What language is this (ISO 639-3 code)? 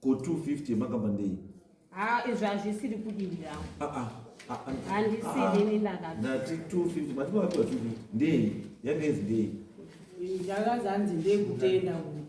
sna